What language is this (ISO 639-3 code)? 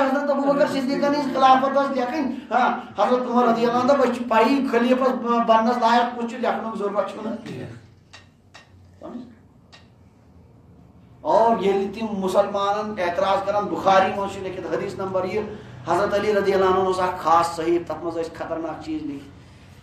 kas